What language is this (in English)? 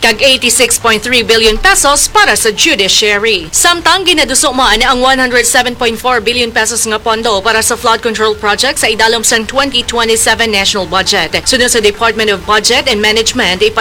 Hiligaynon